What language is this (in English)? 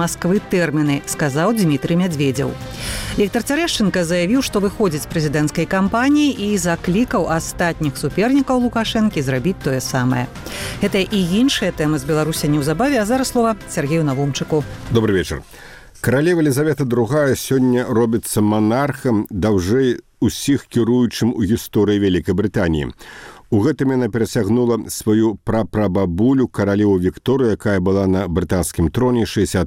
Belarusian